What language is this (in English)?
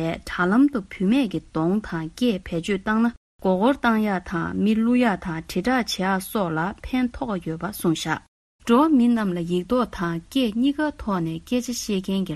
Tibetan